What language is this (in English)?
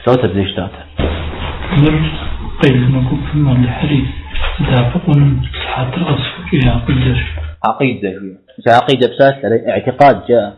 Kabardian